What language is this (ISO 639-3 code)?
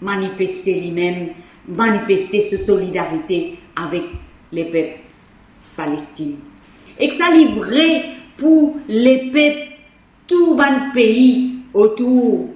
mfe